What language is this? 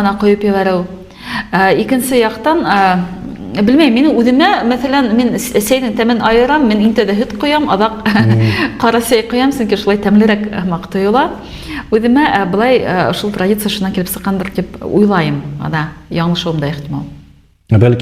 Bashkir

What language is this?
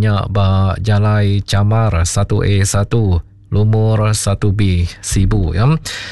Iban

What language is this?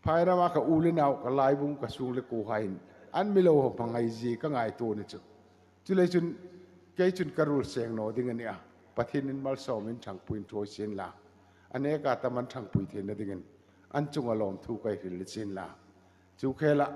Hmar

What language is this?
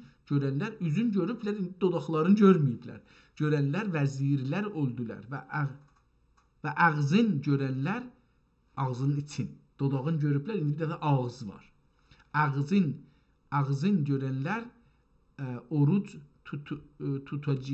South Azerbaijani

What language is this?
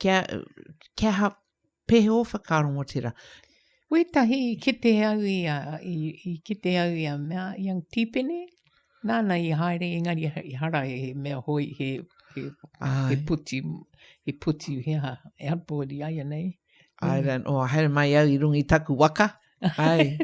Māori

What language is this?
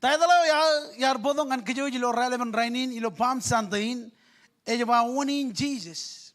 Marshallese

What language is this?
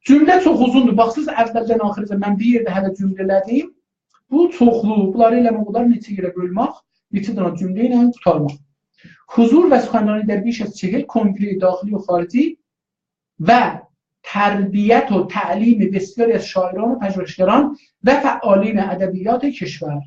South Azerbaijani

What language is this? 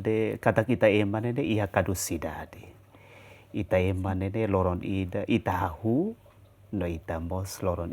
Tetum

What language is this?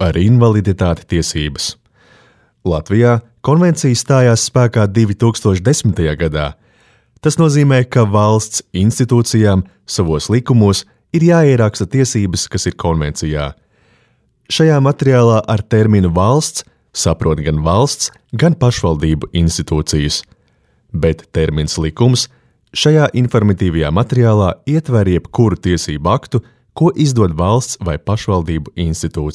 Latvian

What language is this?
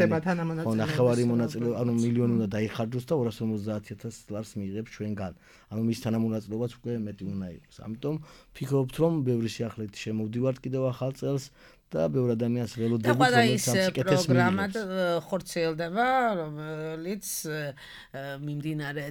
Georgian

